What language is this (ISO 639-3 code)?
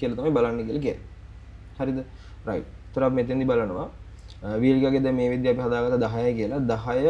sin